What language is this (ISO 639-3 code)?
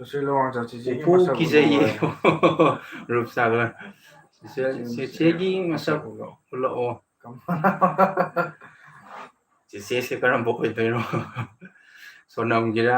mni